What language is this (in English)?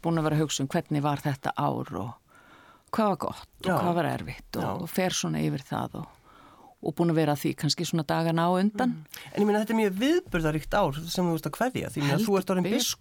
Icelandic